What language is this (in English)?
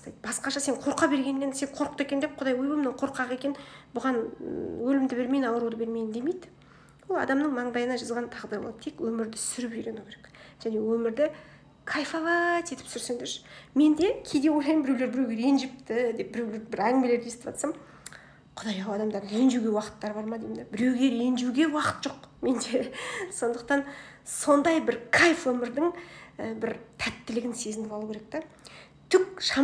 Kazakh